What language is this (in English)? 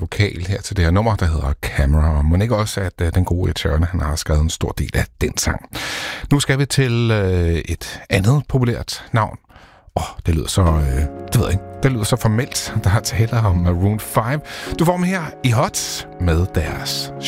Danish